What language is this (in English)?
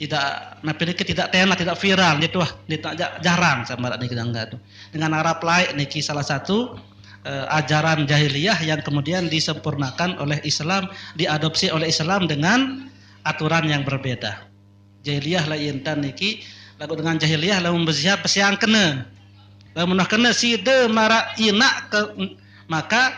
Sasak